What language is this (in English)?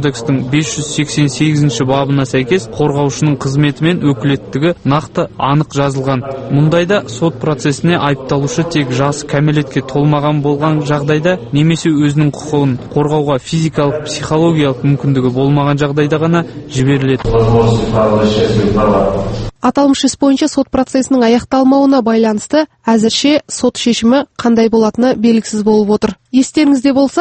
Kazakh